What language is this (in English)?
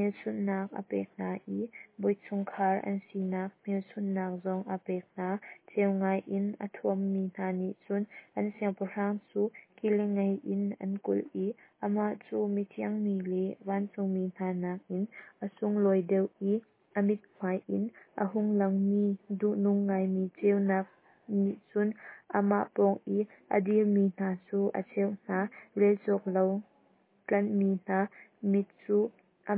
Hakha Chin